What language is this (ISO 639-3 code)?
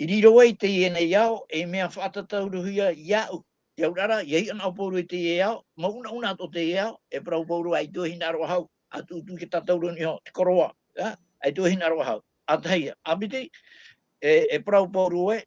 tah